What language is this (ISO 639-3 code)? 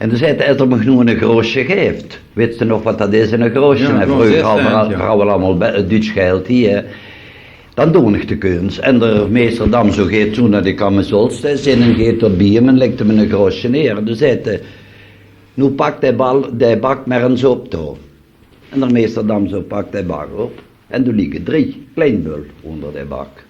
lim